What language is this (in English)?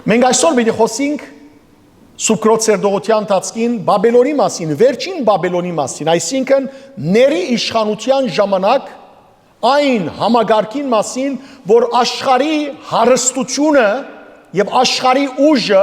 Western Armenian